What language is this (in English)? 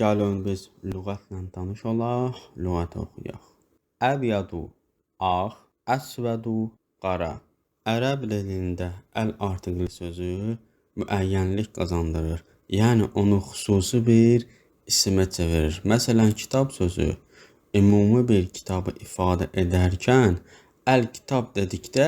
Azerbaijani